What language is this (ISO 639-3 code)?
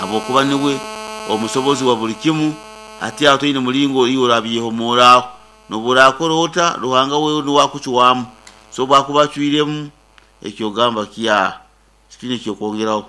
nyn